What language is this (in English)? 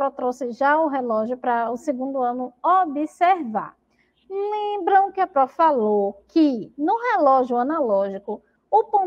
Portuguese